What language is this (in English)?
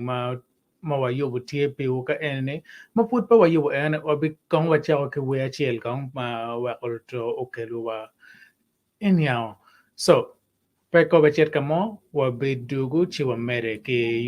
Acoli